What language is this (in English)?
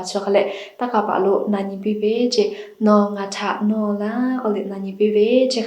Lahu